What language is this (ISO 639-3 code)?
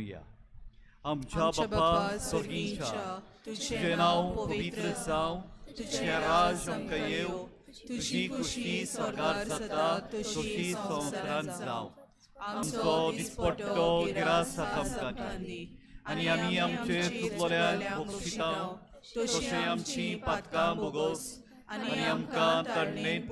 kok